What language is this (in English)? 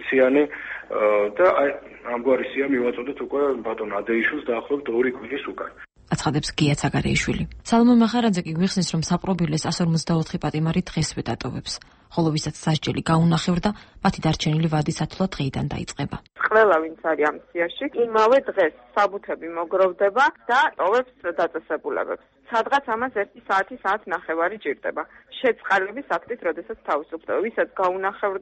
Georgian